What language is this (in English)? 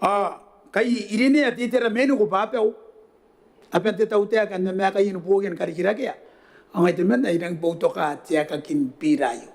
Gilbertese